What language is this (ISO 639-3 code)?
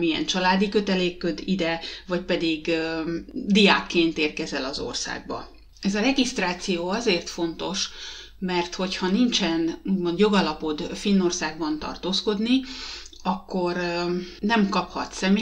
hun